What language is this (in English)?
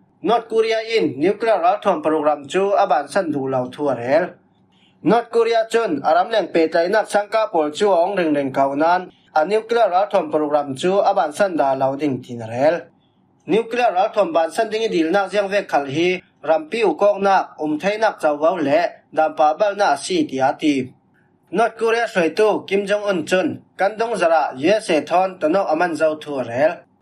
Falam Chin